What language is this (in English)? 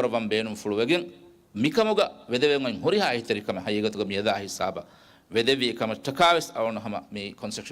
Divehi